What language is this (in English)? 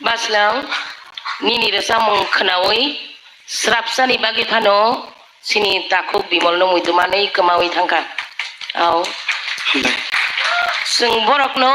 Kok Borok